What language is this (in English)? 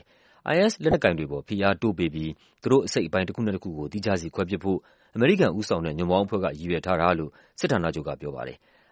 Burmese